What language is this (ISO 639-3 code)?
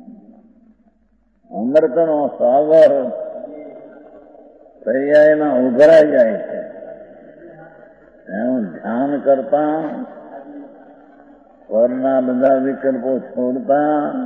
guj